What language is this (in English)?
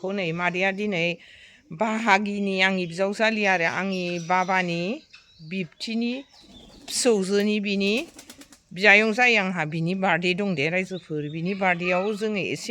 Bodo